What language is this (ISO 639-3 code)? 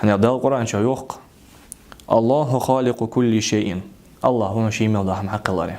inh